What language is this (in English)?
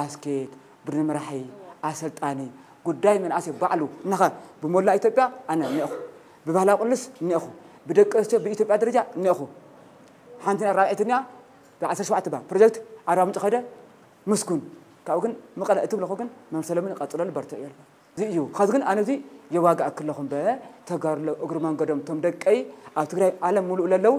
Tigrinya